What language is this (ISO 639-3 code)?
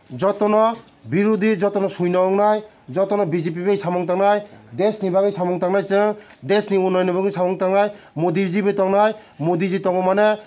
trp